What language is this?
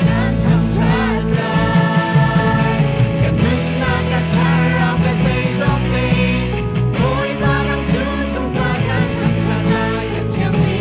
Hakha Chin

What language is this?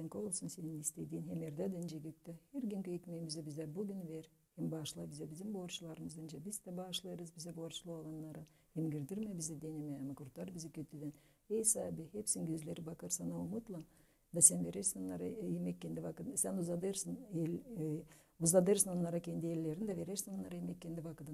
Gagauz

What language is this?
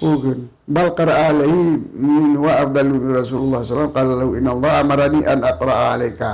Achinese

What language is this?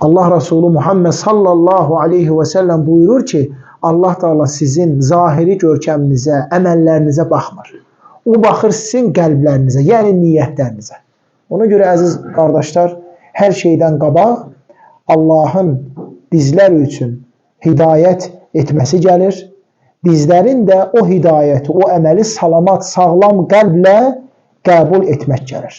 Azerbaijani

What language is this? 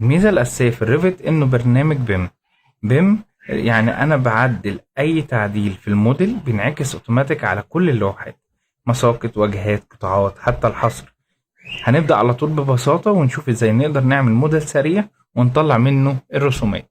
Egyptian Arabic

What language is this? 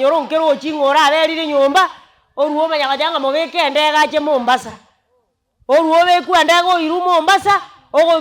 Gusii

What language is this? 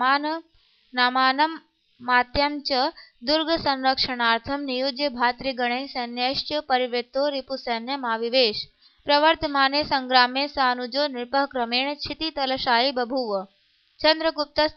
Sanskrit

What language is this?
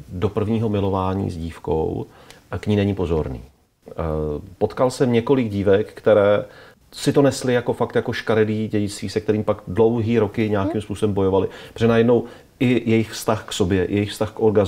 Czech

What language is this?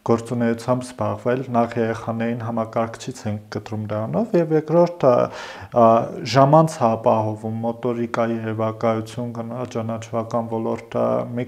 Armenian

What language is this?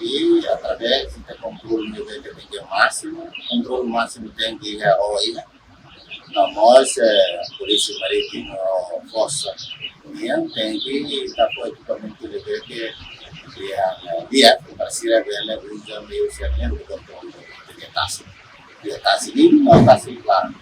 Tetum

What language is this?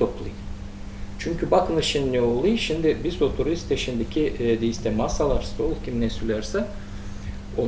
Gagauz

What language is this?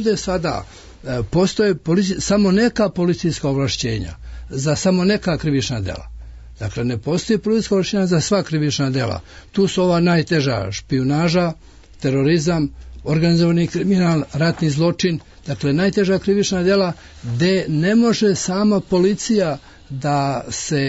Serbian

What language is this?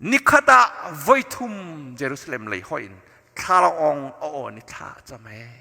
Hakha Chin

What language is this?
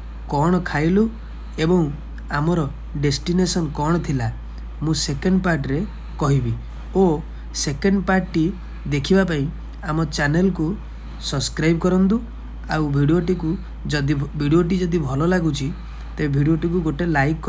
Odia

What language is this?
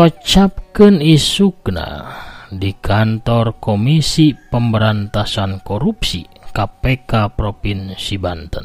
Sundanese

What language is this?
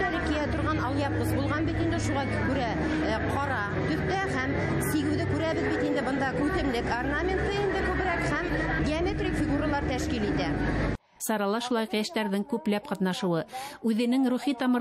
Bashkir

